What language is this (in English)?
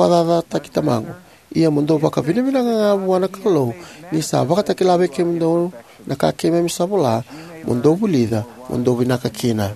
Fijian